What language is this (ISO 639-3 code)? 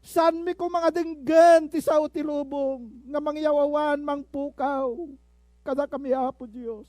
ilo